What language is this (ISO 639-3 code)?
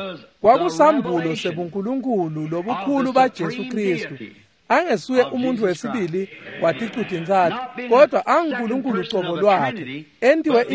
ssw